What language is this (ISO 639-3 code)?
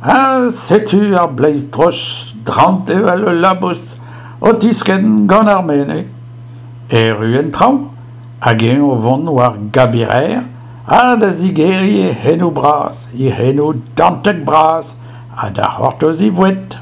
bre